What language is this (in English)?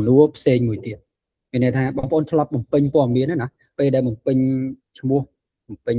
Khmer